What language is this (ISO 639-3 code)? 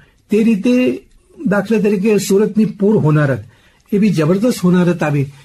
guj